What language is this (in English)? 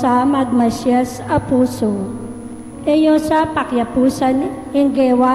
Pampanga